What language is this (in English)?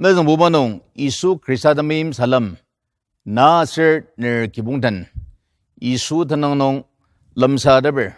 Ao Naga